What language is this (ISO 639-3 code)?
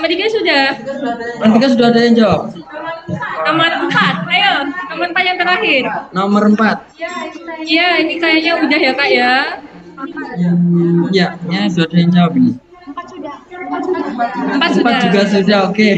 ind